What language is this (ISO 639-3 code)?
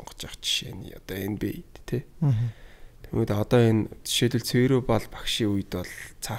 mon